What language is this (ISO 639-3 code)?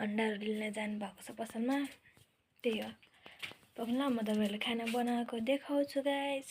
nep